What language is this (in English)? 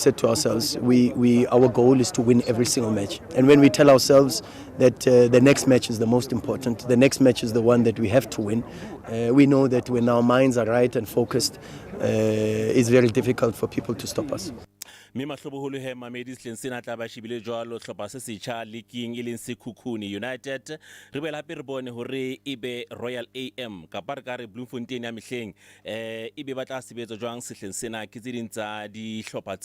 Southern Sotho